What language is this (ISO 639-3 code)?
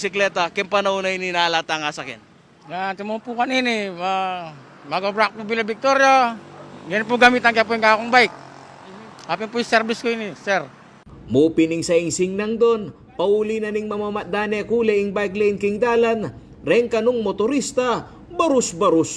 pam